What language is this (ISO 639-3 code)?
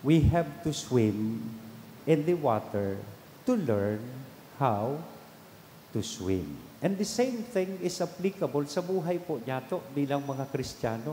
bik